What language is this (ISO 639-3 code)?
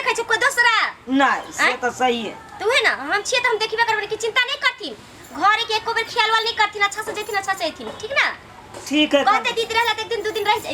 mai